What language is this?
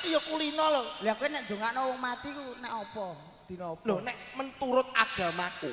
Javanese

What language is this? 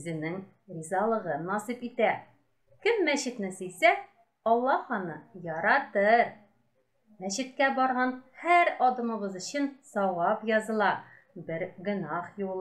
Tatar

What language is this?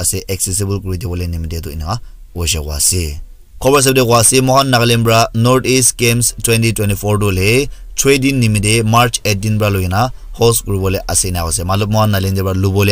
Naga Pidgin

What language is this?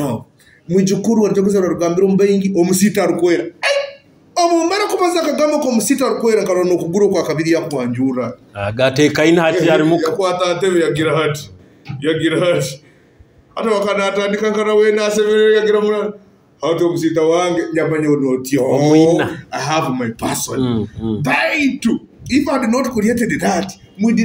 Nyoro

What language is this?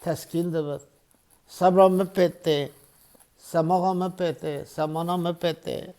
Kurdish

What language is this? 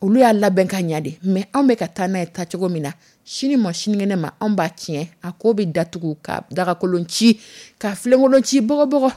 Dyula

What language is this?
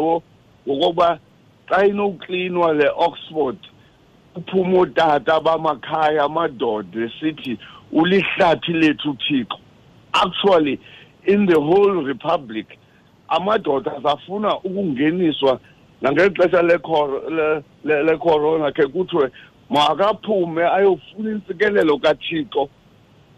Xhosa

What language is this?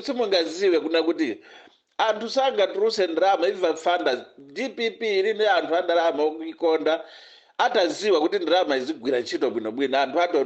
Nyanja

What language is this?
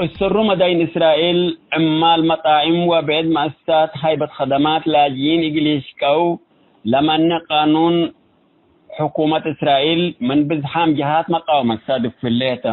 Tigre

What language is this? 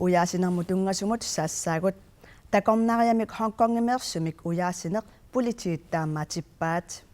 Kalaallisut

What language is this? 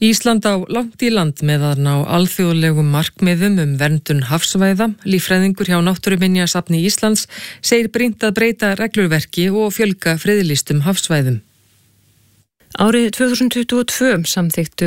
Icelandic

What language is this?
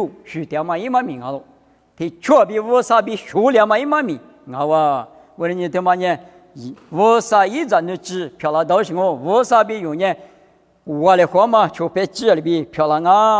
Lisu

